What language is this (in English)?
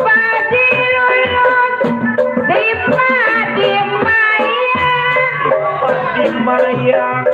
Betawi